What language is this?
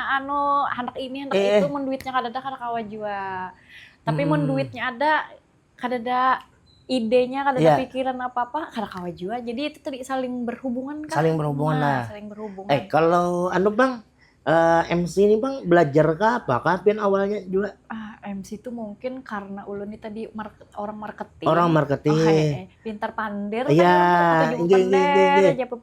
Banjar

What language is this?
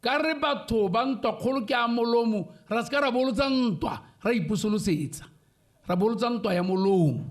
Tswana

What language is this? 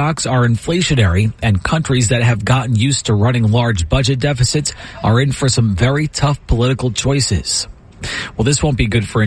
English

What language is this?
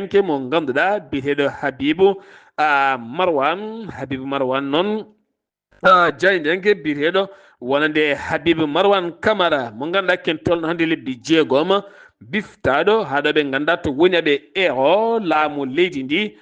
Fula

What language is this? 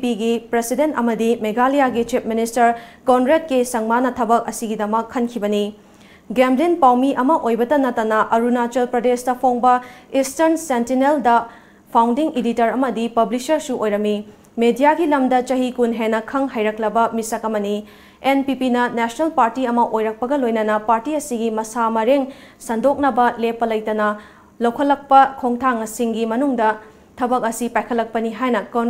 Manipuri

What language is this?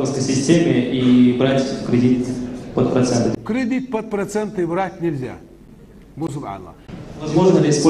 Ingush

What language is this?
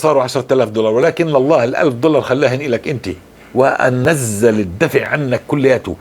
North Levantine Arabic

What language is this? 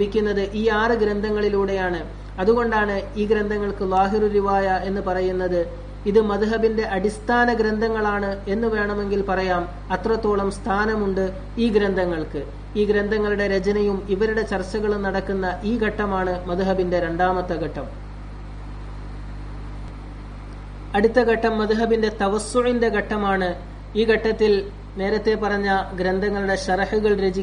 Malayalam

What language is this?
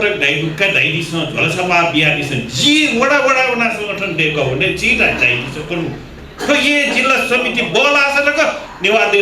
Newari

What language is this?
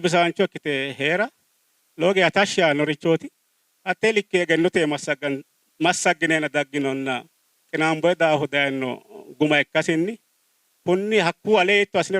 Sidamo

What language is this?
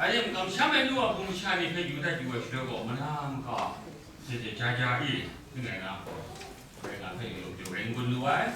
Kachin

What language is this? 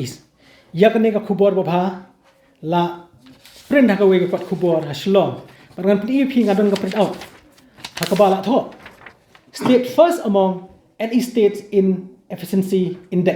Khasi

